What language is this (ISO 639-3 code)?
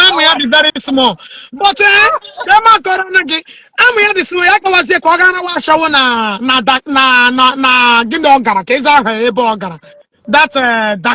ibo